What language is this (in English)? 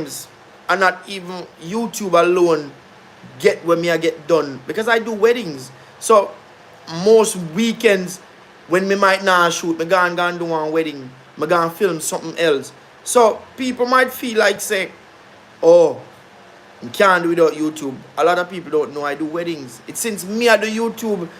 Jamaican Creole English